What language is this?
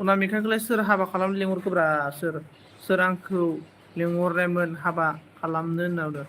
Bodo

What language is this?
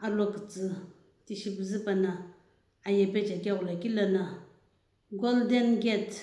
Sumi Naga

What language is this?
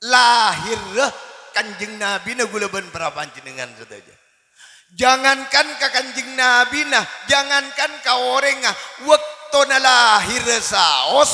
Madurese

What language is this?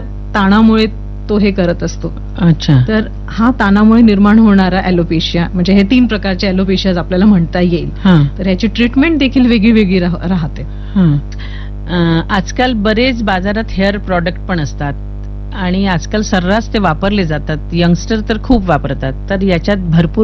Marathi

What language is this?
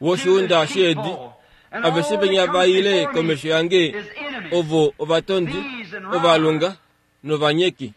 Kuanyama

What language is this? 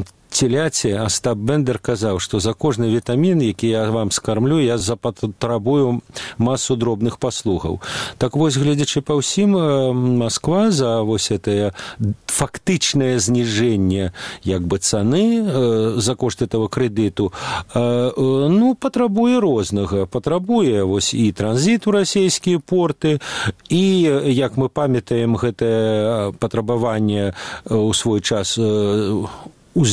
Belarusian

